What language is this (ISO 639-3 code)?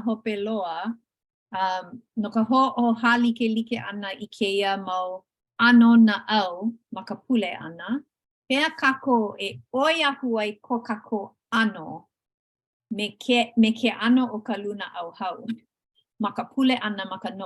haw